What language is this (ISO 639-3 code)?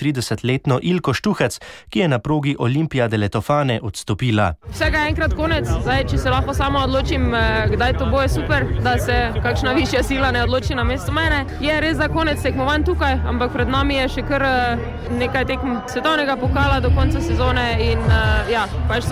slv